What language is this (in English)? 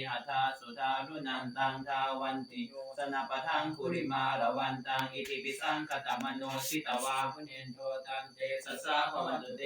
Pali